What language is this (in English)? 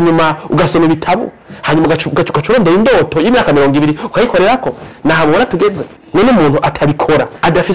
Rundi